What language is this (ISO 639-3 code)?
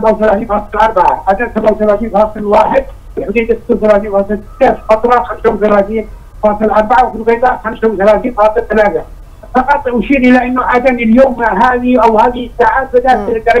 ara